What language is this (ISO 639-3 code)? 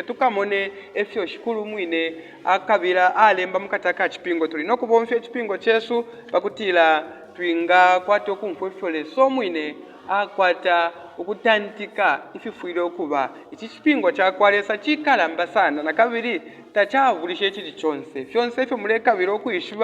bem